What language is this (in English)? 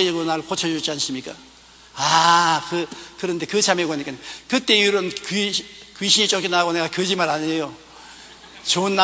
Korean